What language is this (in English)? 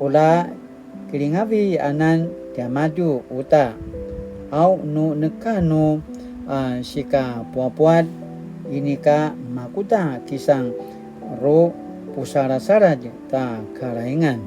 Paiwan